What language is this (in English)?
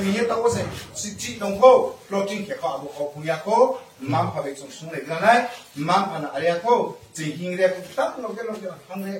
Riang (India)